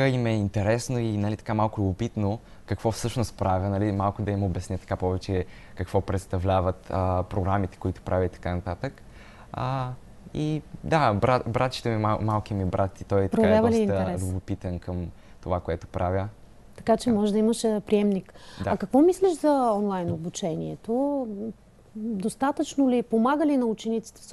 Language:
Bulgarian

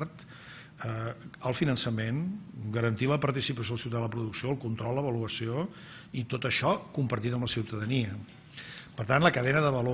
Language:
Catalan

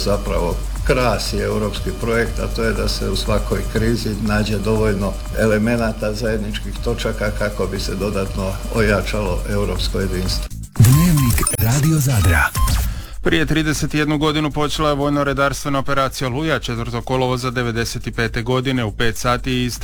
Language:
Croatian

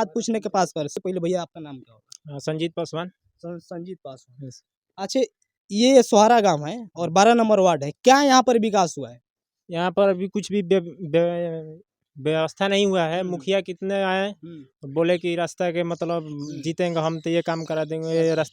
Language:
Bhojpuri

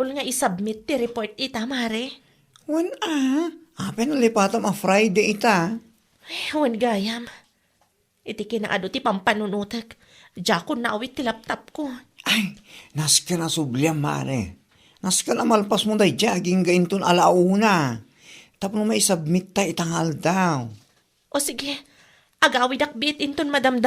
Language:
Iloko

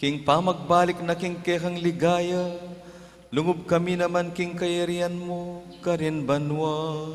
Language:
Pampanga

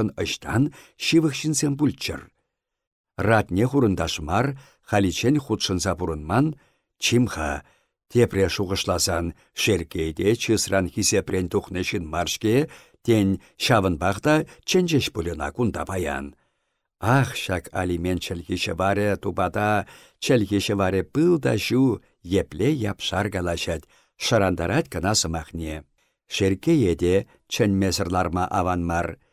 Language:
Chuvash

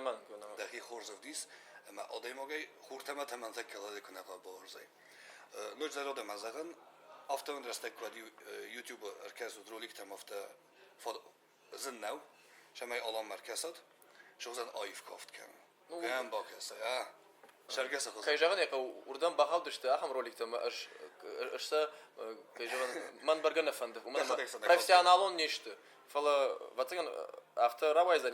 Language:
Ossetic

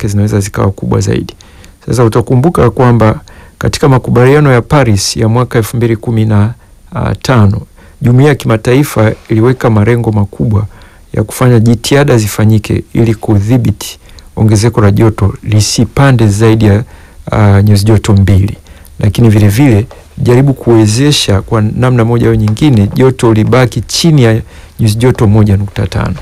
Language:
Swahili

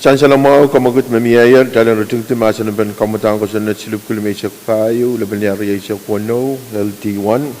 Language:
Pohnpeian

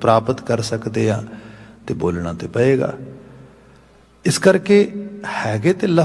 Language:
Punjabi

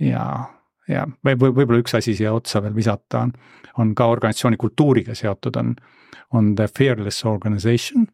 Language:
Estonian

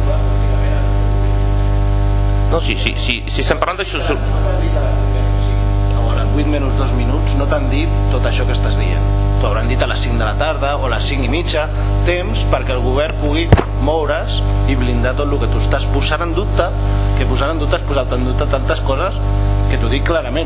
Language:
Catalan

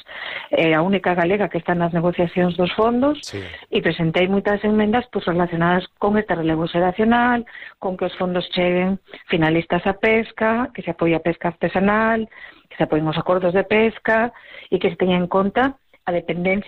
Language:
Galician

